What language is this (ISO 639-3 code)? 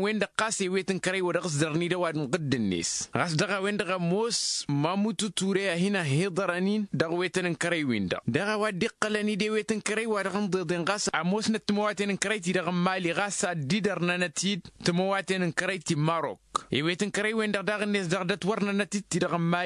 taq